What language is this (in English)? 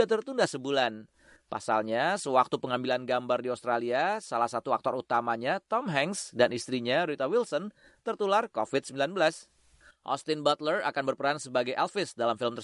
Indonesian